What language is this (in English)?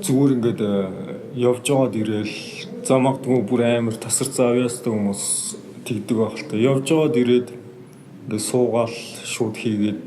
Mongolian